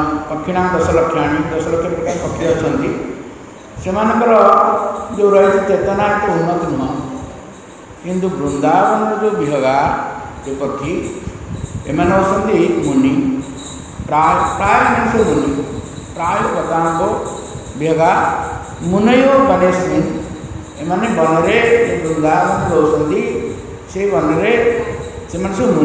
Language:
Odia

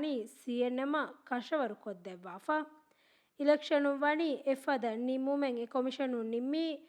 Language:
Divehi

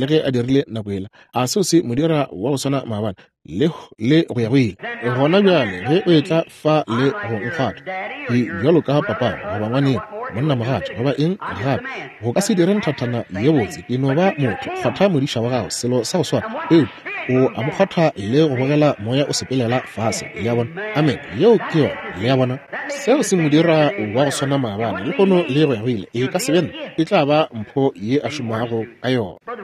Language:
Northern Sotho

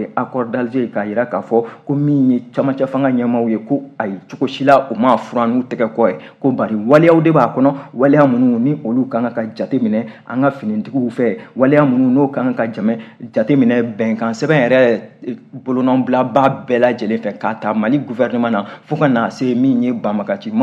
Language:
Bambara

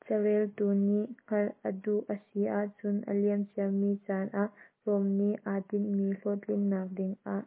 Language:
Hakha Chin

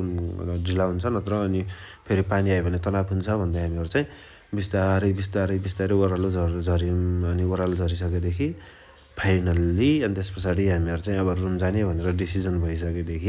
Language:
Nepali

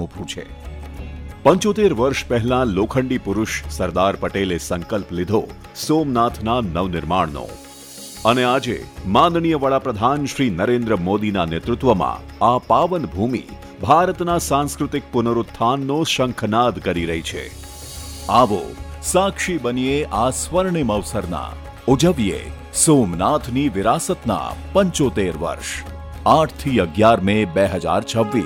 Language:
Gujarati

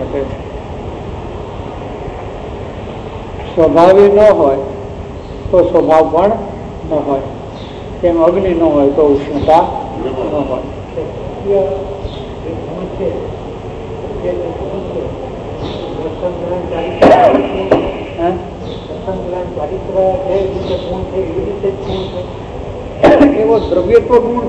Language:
Gujarati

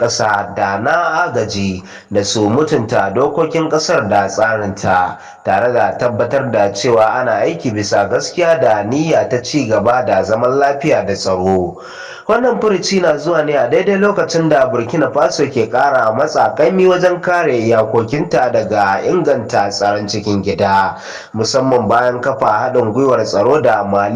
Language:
Hausa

